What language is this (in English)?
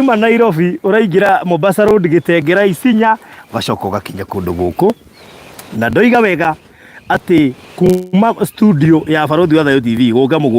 Kikuyu